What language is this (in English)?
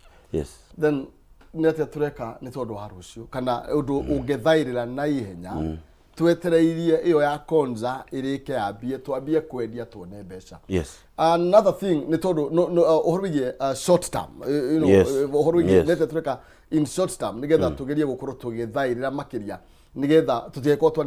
Kikuyu